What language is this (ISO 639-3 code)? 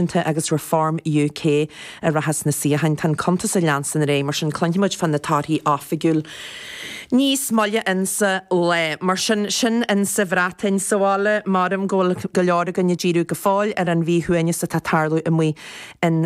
gle